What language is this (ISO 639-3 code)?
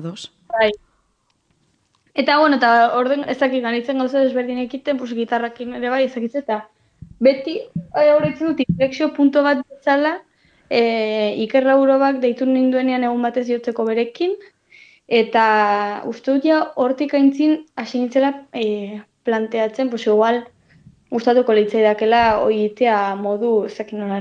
eus